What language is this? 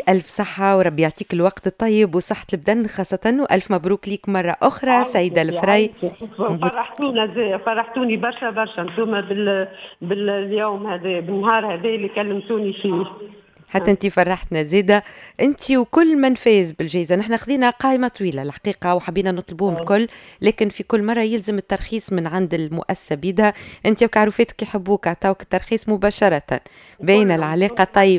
Tunisian Arabic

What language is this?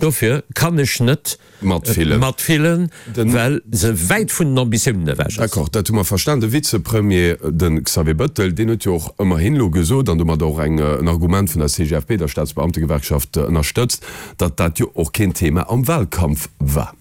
Luxembourgish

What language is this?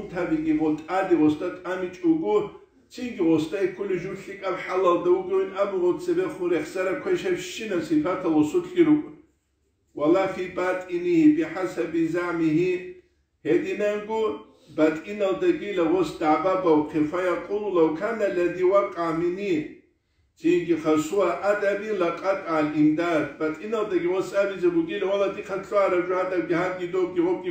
Avaric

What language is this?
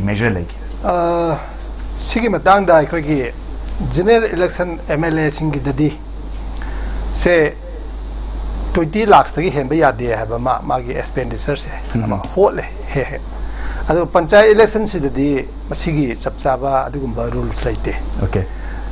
Manipuri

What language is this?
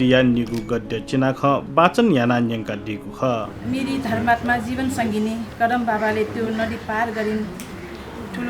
Newari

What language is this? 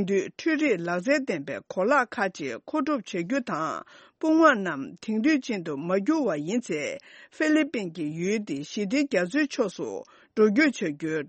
Tibetan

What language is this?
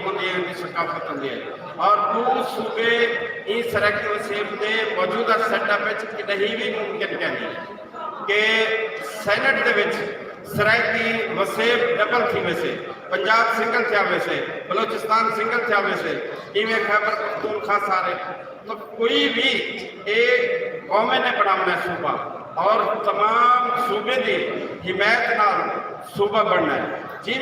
Saraiki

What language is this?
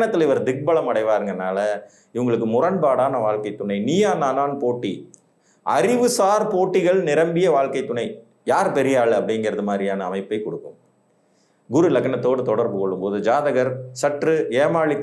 Tamil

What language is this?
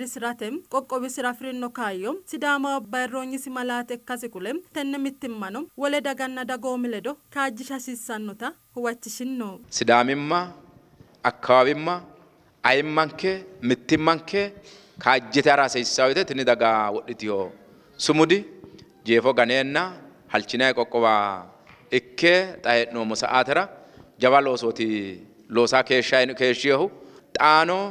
Sidamo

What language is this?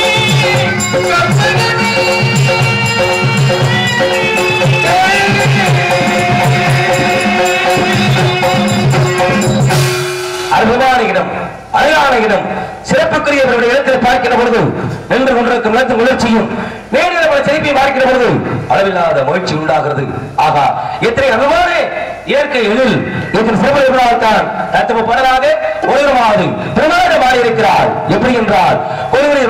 Tamil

